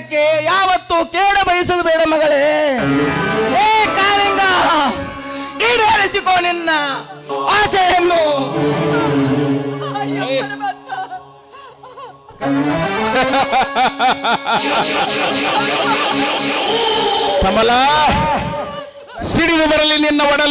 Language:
Kannada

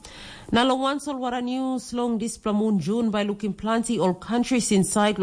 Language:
Tok Pisin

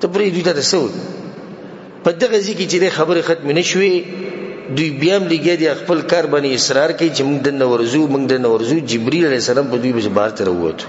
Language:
Pashto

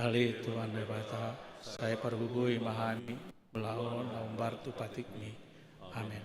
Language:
Batak Toba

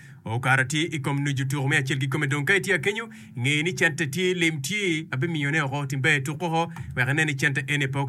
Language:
Acoli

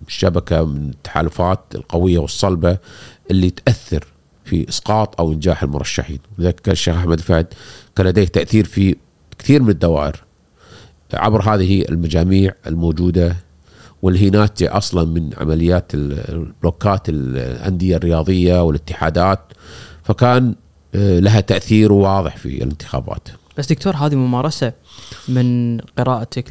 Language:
Gulf Arabic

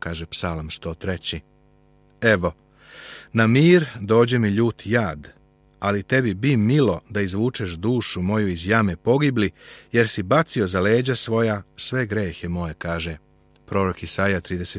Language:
Serbian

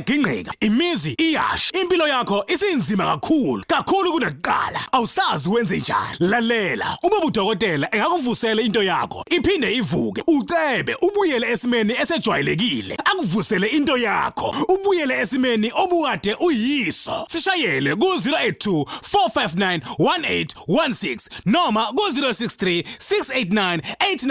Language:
Zulu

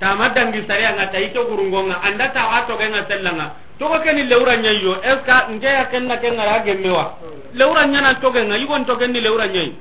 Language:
Soninke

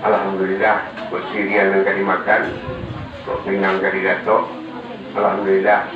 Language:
Minangkabau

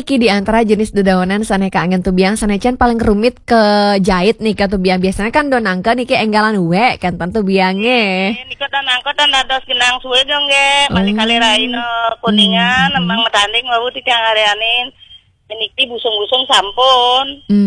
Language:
Balinese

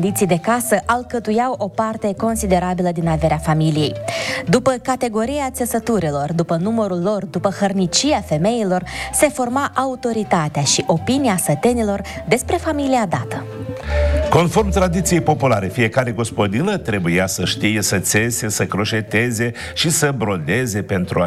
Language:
Romanian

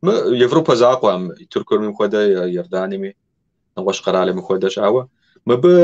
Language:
Kabardian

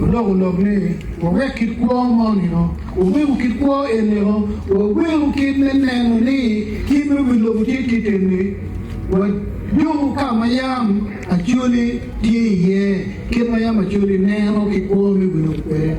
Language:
Acoli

